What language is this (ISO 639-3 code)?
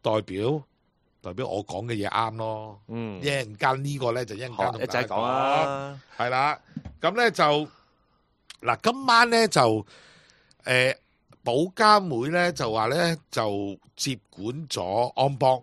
yue